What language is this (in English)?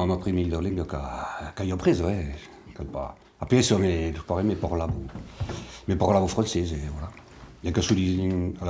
Occitan